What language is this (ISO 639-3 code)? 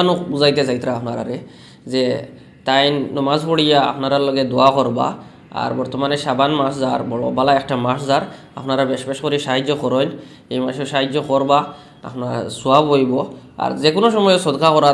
syl